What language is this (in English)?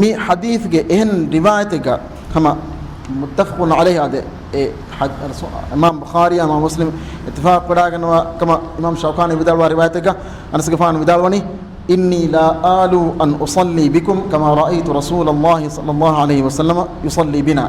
Divehi